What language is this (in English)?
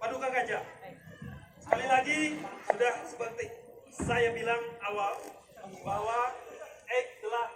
Banjar